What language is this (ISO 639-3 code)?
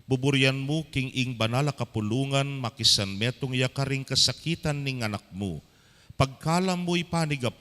pam